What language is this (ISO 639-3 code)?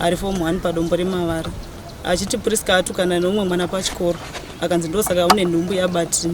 sna